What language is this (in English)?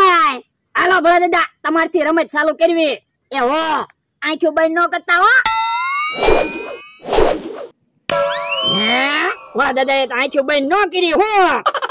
Gujarati